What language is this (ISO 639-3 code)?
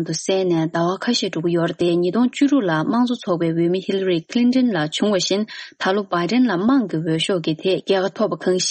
bod